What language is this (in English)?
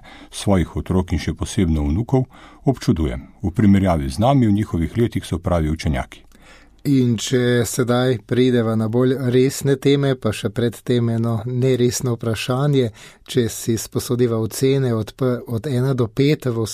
Slovenian